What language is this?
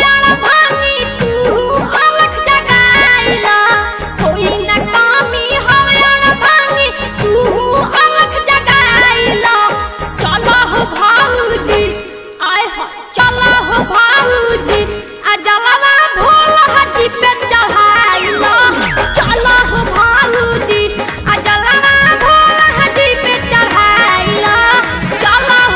Bhojpuri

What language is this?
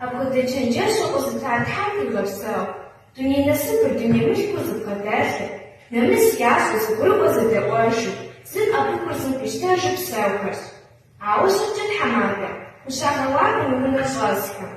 Kabardian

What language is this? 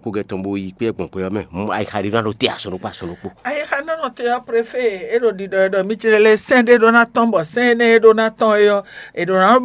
Fon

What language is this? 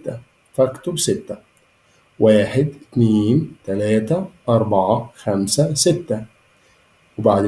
Egyptian Arabic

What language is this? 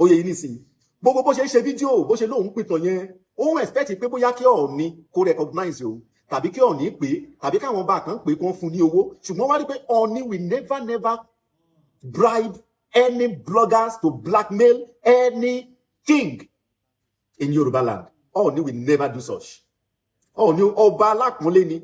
Yoruba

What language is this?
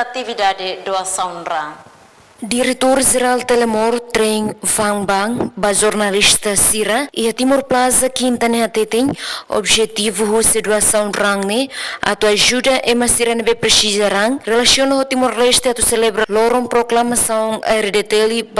Tetum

